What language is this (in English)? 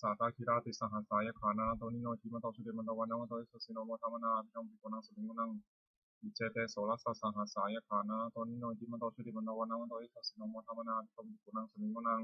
Pali